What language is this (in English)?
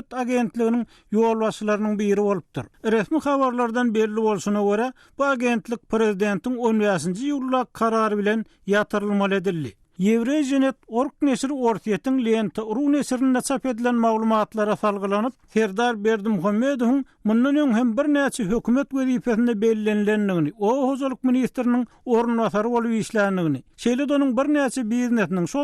Turkmen